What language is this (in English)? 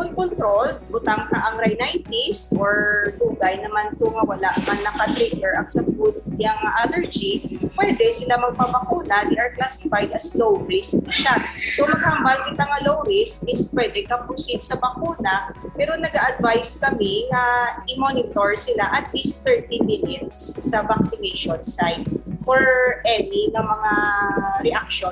Hiligaynon